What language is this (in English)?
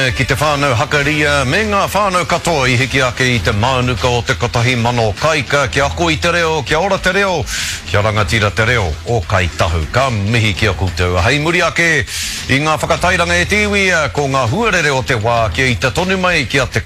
Māori